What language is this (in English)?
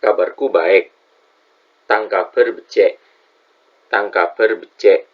Madurese